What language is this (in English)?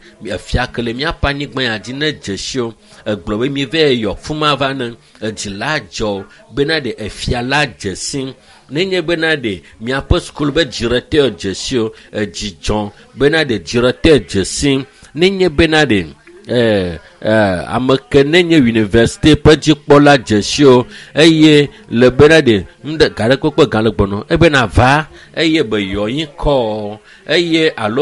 Ewe